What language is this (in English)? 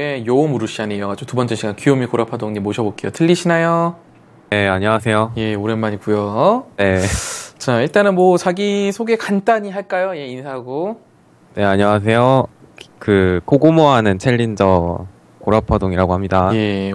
Korean